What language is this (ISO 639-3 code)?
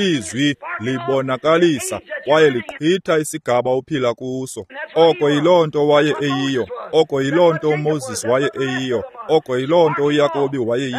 xho